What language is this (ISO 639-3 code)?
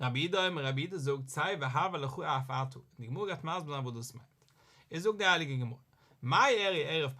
yid